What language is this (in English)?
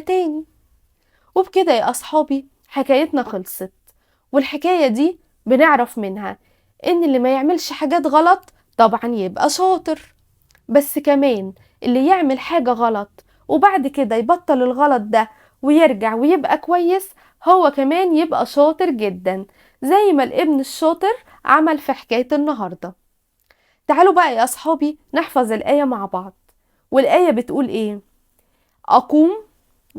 Egyptian Arabic